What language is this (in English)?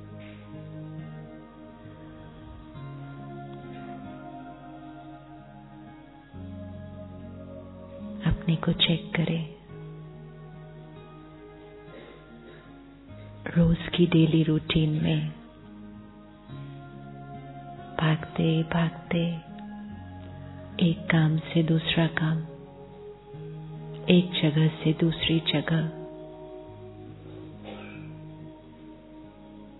Hindi